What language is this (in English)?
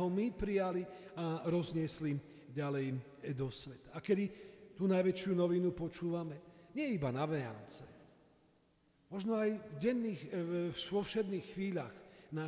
Slovak